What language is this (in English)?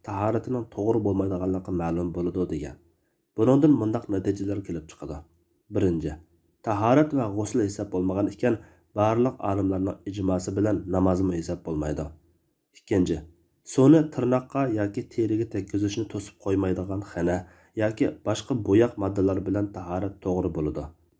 Uyghur